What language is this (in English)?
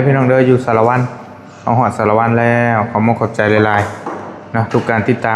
Northeastern Thai